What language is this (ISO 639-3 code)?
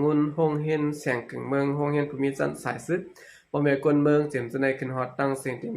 shn